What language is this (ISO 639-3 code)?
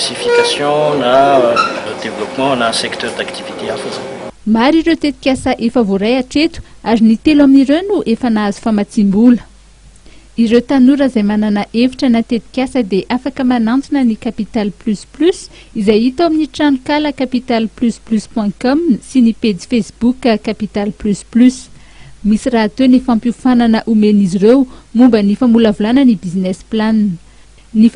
mlg